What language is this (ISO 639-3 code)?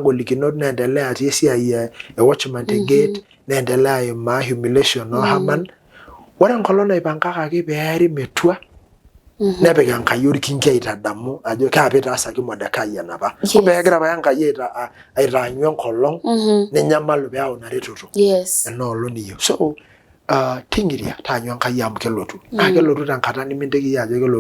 mas